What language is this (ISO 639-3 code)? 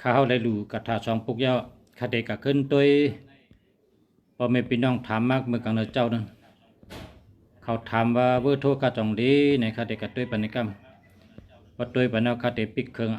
shn